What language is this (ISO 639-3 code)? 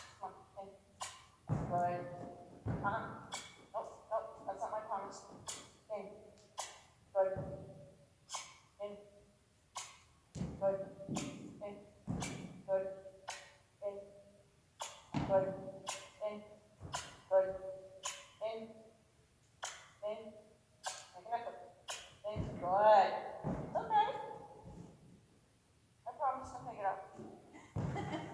eng